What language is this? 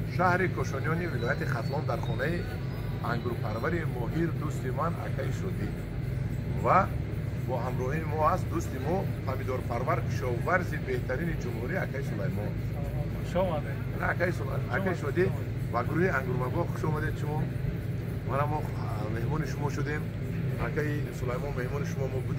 Tajik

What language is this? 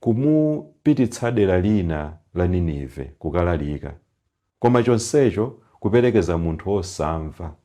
Nyanja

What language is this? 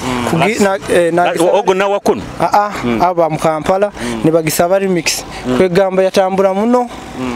Nyoro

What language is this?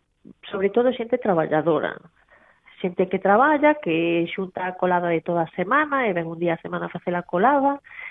Galician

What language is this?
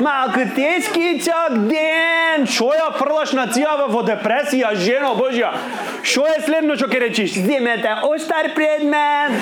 Macedonian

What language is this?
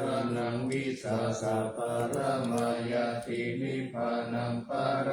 Pali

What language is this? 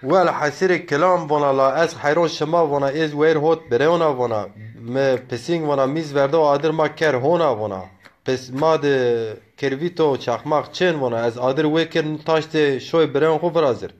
Zaza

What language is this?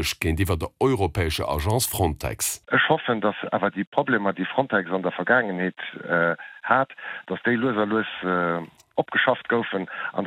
Luxembourgish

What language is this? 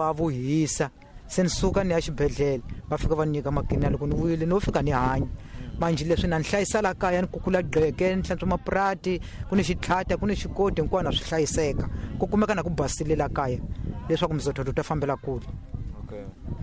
Tsonga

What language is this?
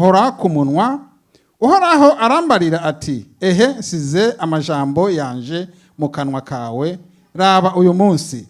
Rundi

